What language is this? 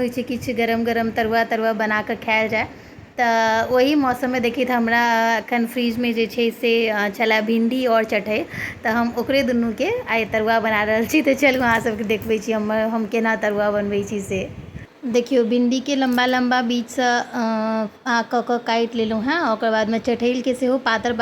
Maithili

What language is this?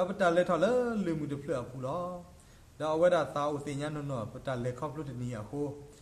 S'gaw Karen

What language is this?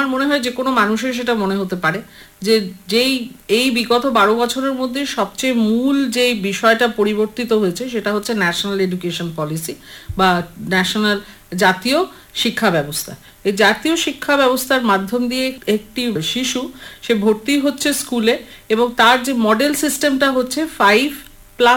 Bangla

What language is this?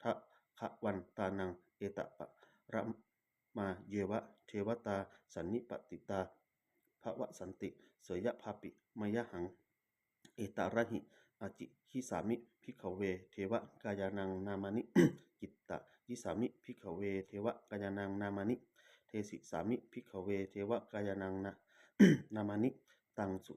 Pali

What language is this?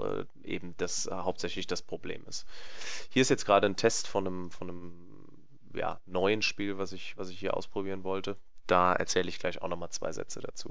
German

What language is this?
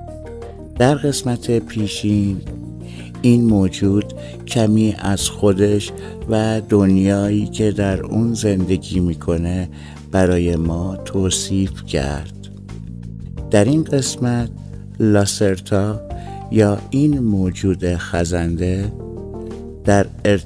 Persian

